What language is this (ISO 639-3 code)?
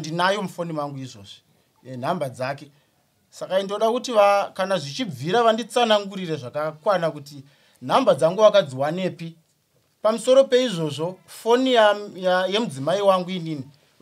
sna